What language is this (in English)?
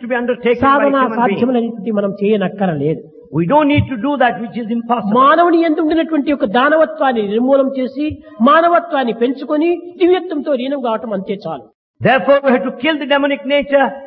Telugu